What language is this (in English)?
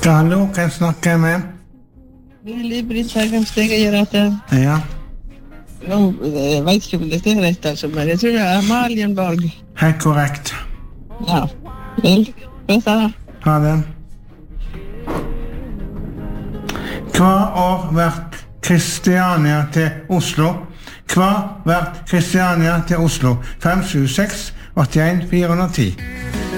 Norwegian